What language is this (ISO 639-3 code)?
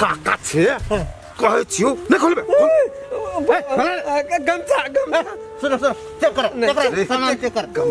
mai